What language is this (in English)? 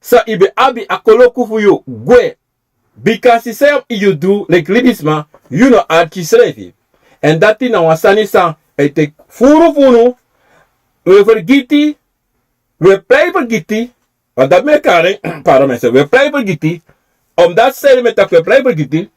Sranan Tongo